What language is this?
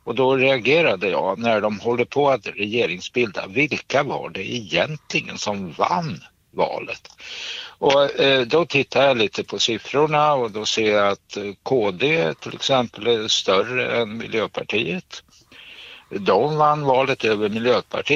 Swedish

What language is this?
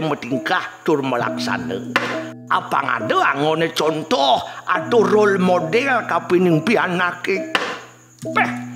Balinese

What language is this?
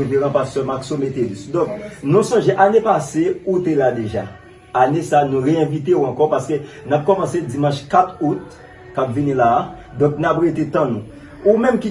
Haitian Creole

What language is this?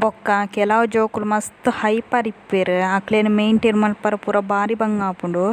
Tulu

